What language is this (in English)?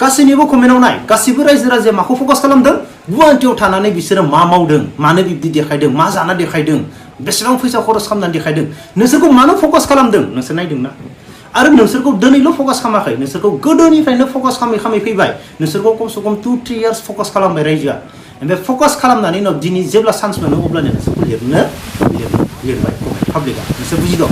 Bodo